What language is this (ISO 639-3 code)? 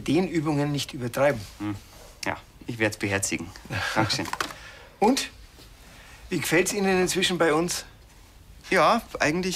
bar